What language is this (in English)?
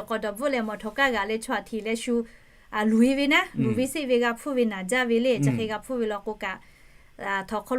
Lahu